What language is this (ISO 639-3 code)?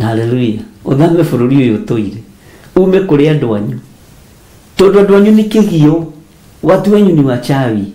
kik